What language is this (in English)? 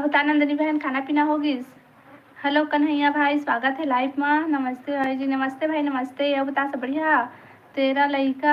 Chhattisgarhi